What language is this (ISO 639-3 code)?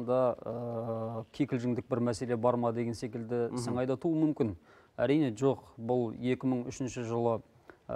kaz